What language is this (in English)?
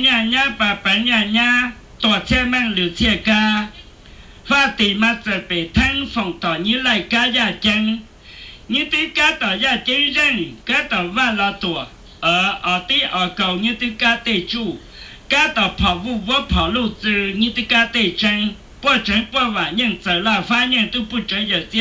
Hmong